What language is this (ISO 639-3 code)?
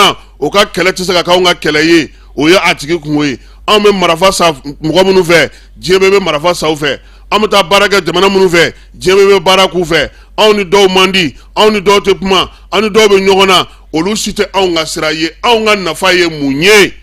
bam